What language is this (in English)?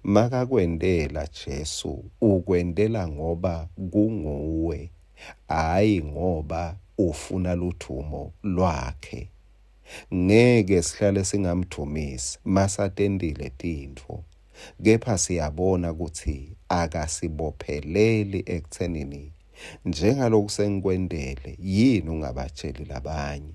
Swati